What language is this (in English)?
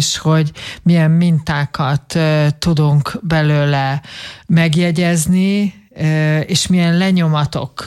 Hungarian